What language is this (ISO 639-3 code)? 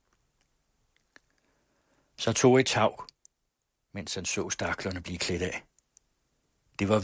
dan